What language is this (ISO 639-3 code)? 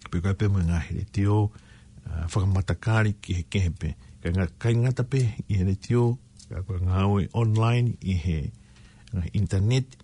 ton